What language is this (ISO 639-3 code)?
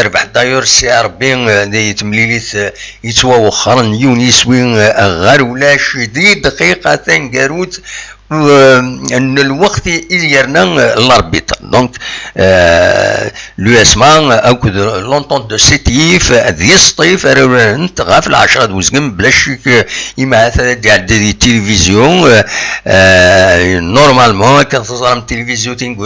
kab